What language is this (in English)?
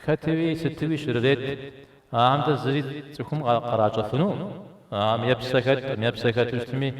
Kabardian